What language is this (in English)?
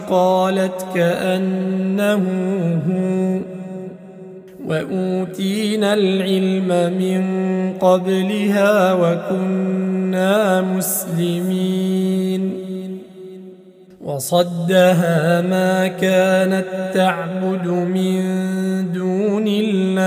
Arabic